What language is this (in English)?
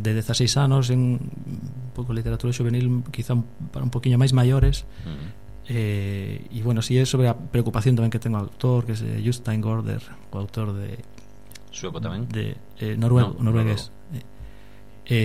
Galician